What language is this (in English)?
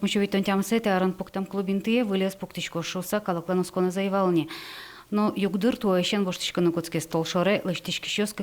Udmurt